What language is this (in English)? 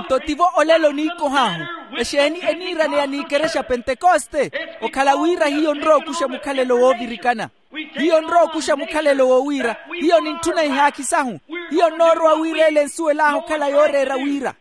Makhuwa